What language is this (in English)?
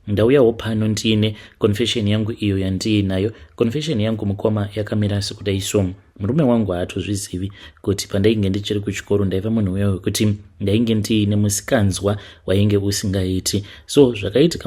Shona